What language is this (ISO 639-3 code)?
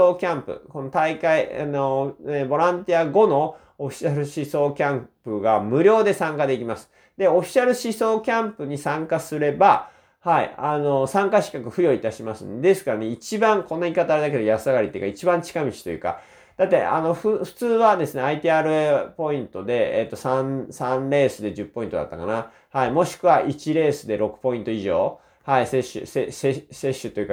jpn